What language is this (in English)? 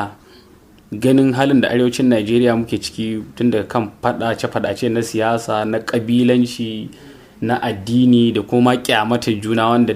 Hausa